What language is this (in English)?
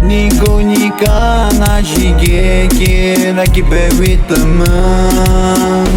Atikamekw